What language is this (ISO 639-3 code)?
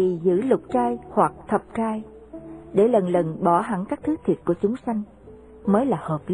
vie